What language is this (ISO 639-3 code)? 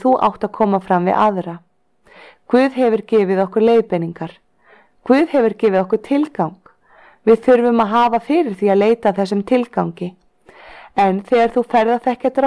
isl